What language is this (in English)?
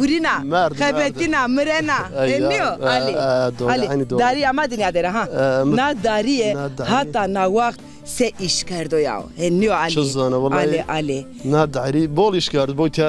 Zaza